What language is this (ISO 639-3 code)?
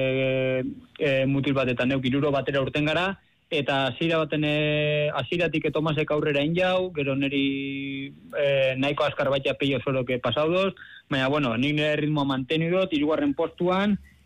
eus